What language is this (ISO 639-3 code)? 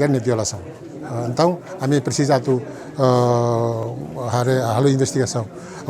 tet